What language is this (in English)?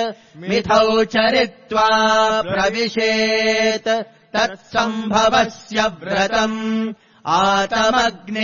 Sanskrit